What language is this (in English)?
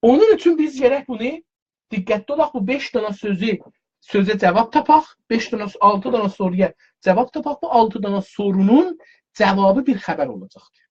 South Azerbaijani